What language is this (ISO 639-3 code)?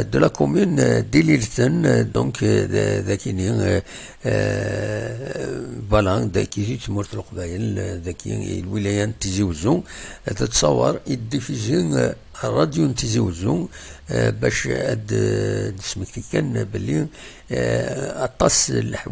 kab